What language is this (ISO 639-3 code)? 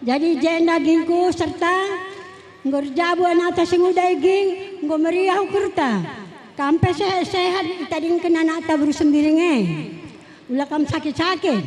btx